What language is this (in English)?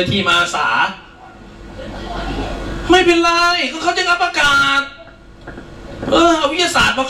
Thai